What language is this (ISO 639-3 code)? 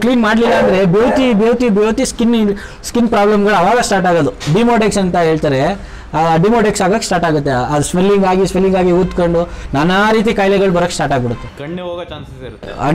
kan